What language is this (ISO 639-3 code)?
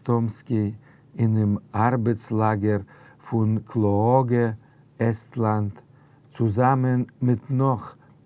yid